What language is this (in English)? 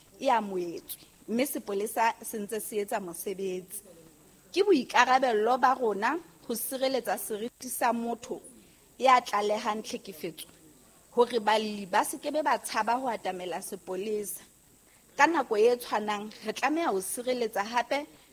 Southern Sotho